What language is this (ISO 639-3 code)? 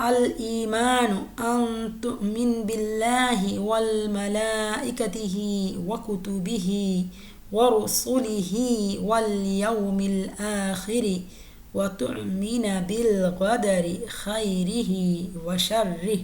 div